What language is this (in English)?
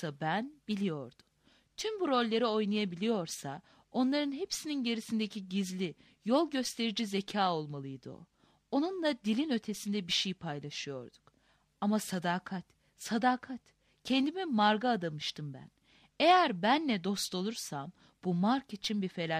Turkish